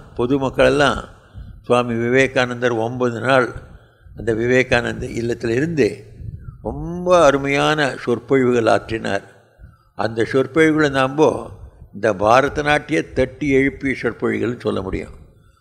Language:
Tamil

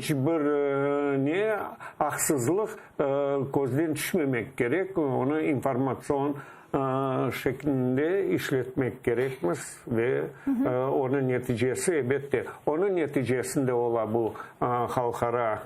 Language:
Crimean Tatar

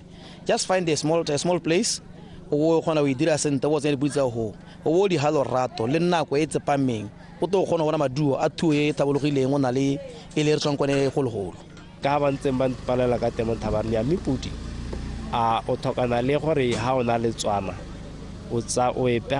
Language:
Tswana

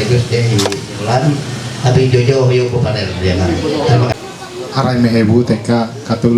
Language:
Ma'anyan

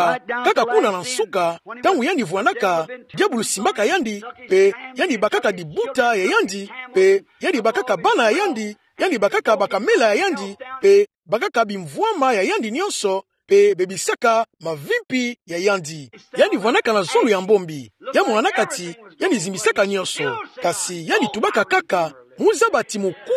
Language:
Kituba (Democratic Republic of Congo)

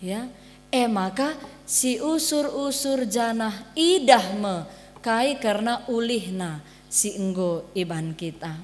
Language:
Batak Karo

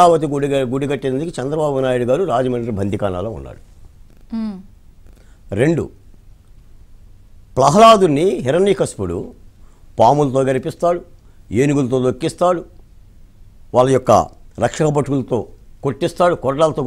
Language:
Telugu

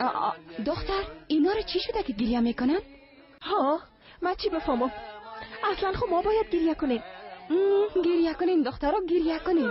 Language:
Persian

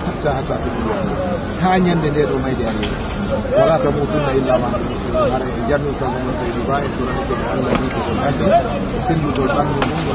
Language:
Fula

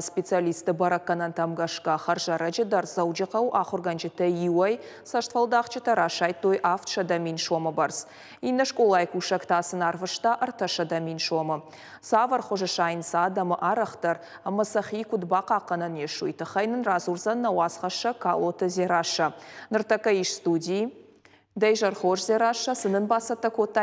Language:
Ossetic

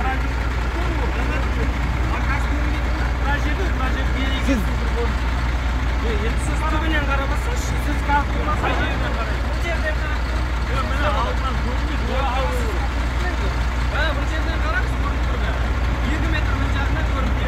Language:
Kazakh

